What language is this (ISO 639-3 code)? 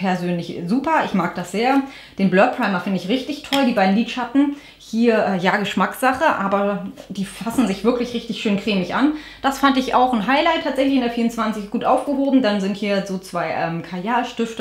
deu